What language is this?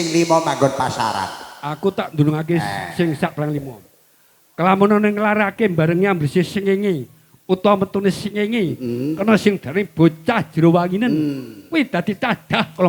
Javanese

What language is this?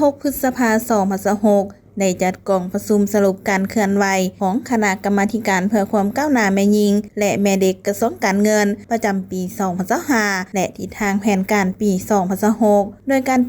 Lao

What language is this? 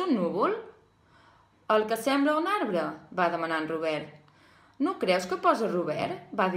Catalan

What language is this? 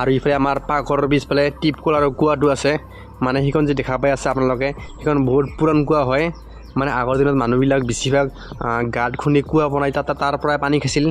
Assamese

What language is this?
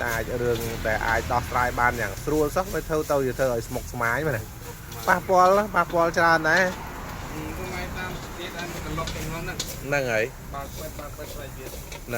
Khmer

